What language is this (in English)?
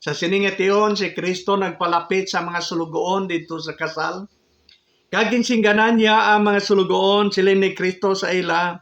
Hiligaynon